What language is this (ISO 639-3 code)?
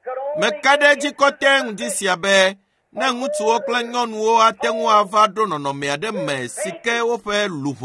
ewe